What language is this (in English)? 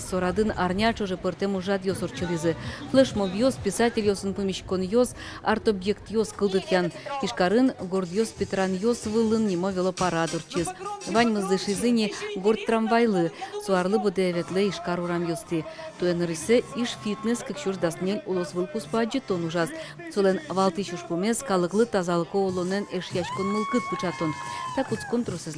Udmurt